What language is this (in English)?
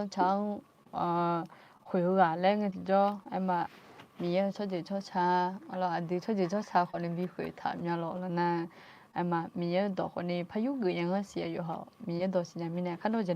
Akha